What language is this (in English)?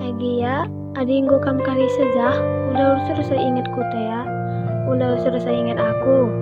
Batak Karo